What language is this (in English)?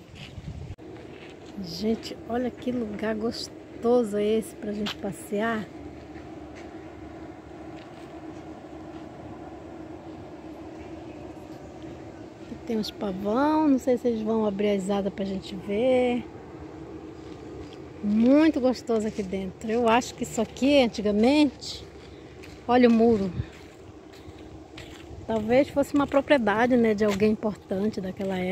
Portuguese